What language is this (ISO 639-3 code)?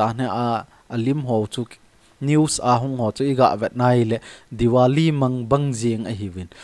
tcz